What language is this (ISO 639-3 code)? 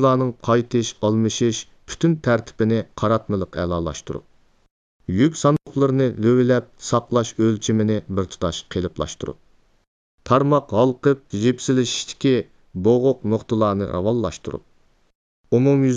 uig